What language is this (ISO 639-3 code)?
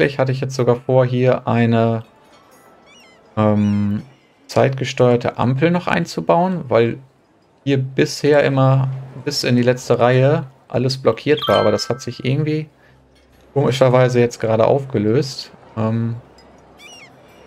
deu